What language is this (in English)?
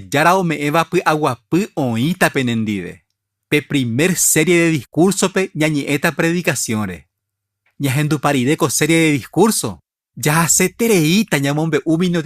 Guarani